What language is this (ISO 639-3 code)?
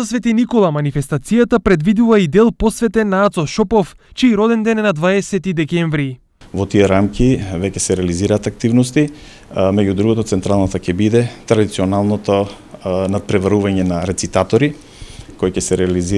mkd